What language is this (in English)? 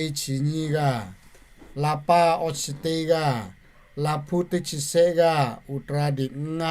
Lahu